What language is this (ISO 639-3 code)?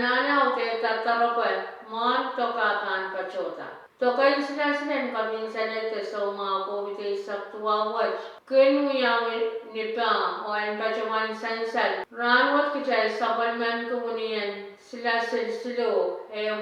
pon